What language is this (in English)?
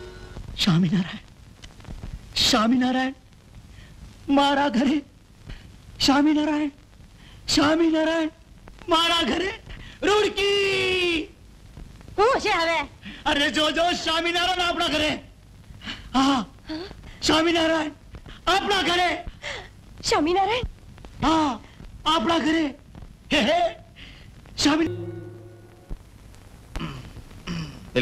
Gujarati